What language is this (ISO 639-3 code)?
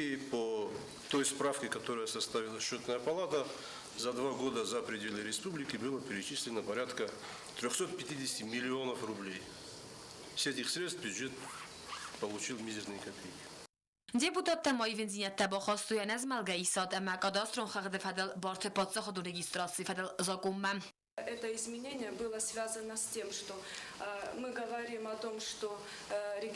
oss